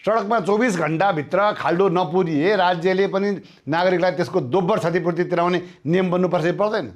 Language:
Nepali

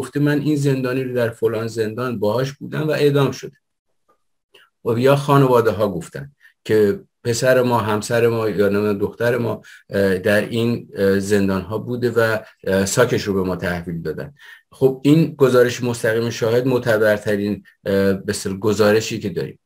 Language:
Persian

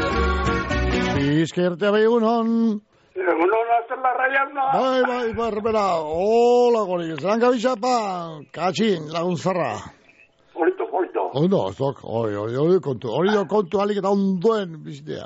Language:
Basque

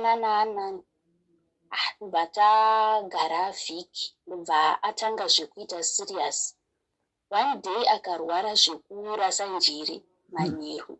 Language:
Shona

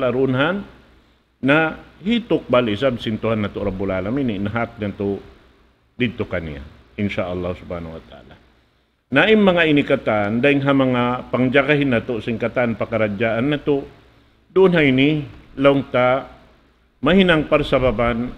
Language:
Tausug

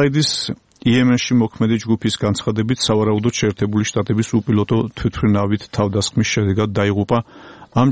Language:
Georgian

